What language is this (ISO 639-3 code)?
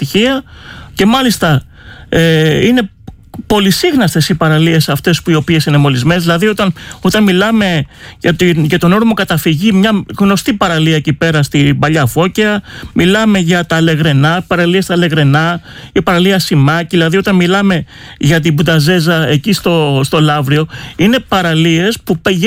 ell